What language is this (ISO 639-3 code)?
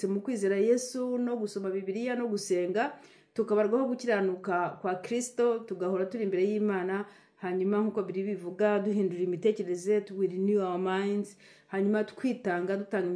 kin